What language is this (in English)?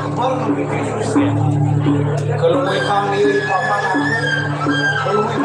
Balinese